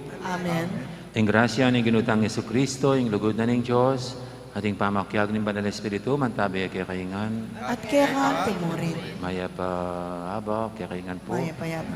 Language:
Pampanga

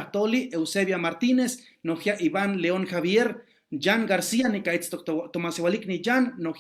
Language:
Eastern Huasteca Nahuatl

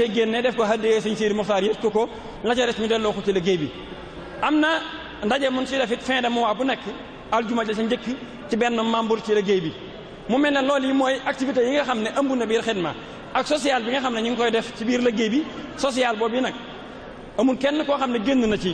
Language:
Wolof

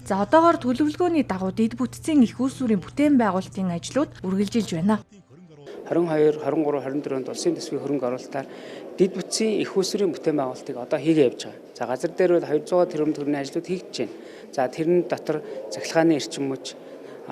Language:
Mongolian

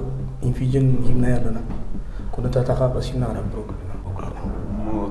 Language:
Tigrinya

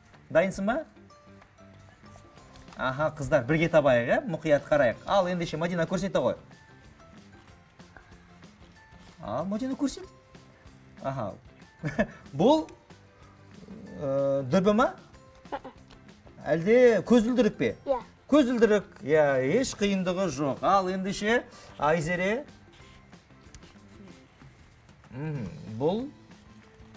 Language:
Kazakh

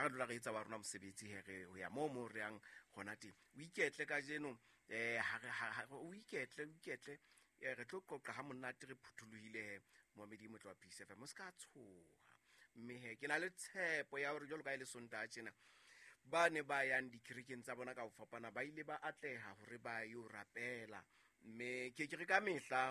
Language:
Southern Sotho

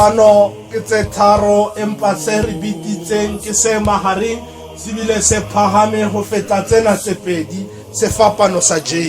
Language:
Tswana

